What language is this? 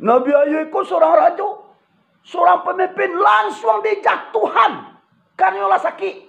Minangkabau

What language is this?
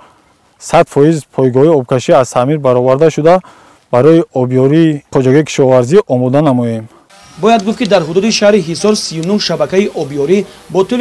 Tajik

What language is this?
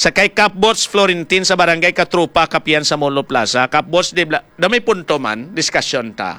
Hiligaynon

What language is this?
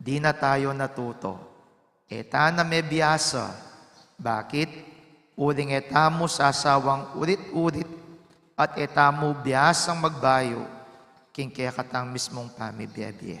Pampanga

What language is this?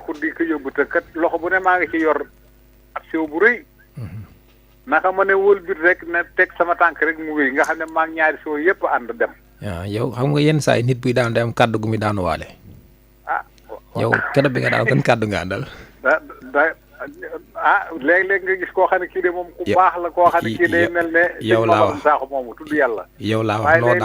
Wolof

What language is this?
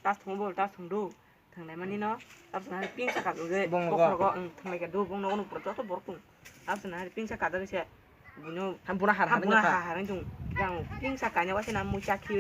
Kok Borok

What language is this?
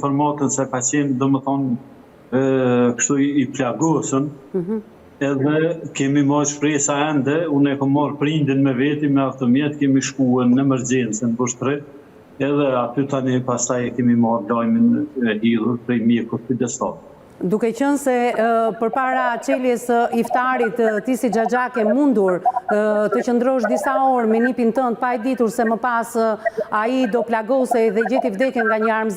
Albanian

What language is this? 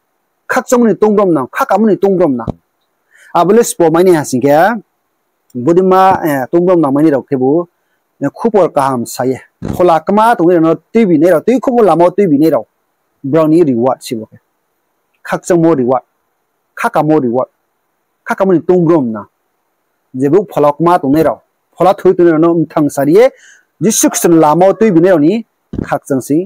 Riang (India)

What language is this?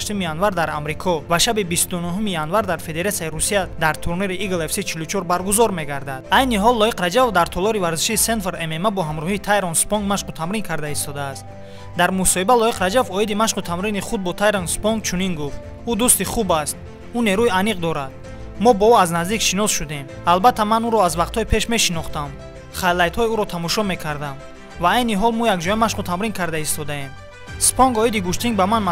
Tajik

